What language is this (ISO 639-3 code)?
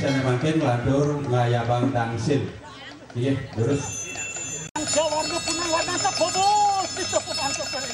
ban